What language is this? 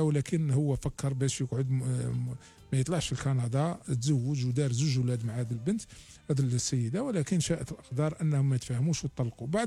Algerian Arabic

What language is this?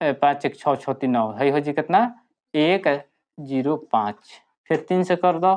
Bhojpuri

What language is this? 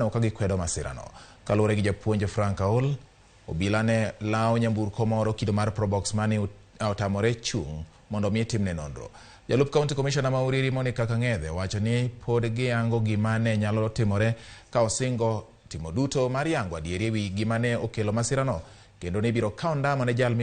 Luo (Kenya and Tanzania)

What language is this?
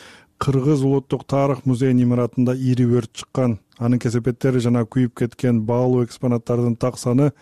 Kyrgyz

